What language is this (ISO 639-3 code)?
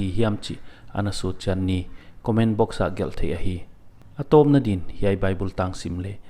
pck